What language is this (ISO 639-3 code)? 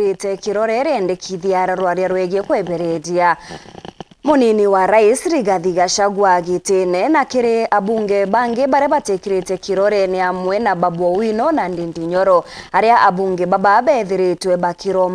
mer